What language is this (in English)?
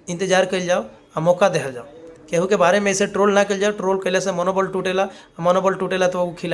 Bhojpuri